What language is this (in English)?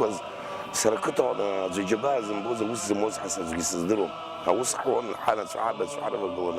Abkhazian